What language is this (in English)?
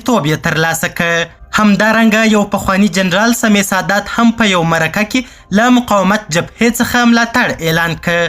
Pashto